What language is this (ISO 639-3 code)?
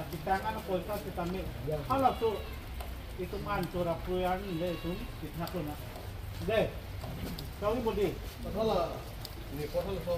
mjw